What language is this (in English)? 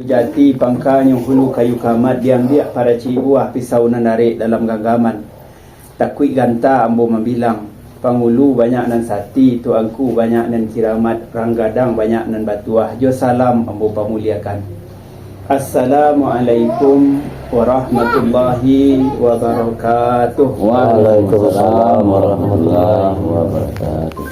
Minangkabau